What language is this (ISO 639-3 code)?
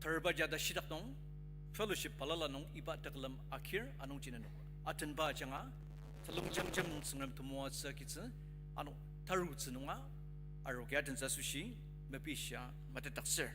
njo